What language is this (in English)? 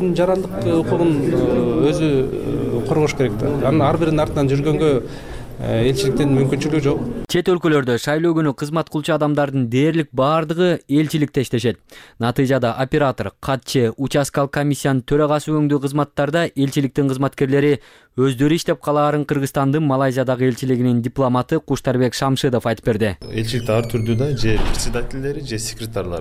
Kyrgyz